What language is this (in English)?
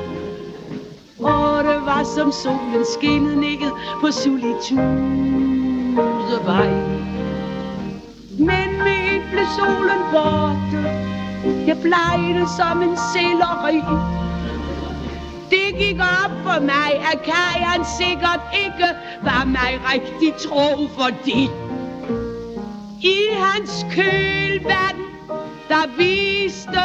Danish